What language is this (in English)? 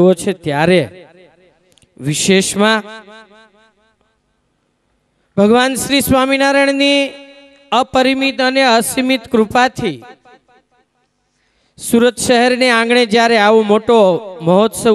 Gujarati